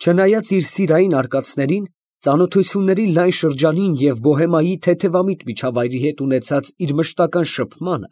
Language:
Armenian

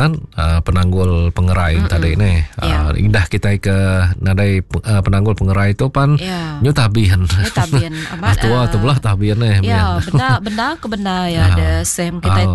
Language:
Iban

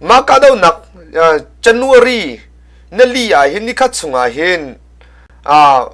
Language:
Hakha Chin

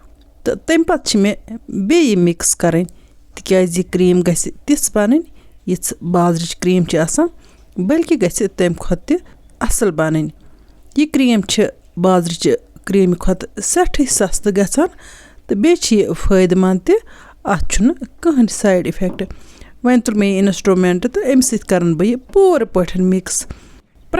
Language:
Kashmiri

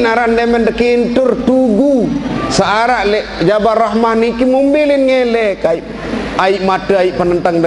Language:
Sasak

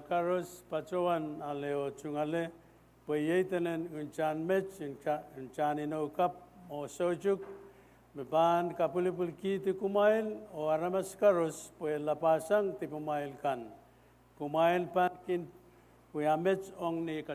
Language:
Pohnpeian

